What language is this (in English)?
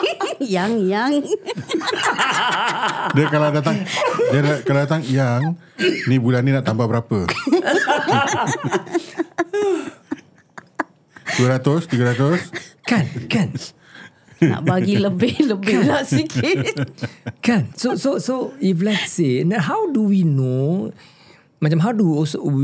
Malay